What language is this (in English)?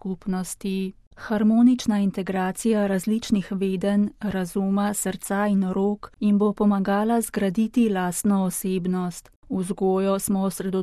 Slovenian